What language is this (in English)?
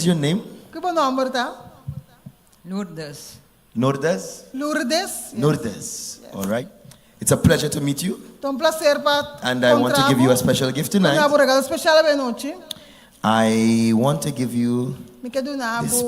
Papiamento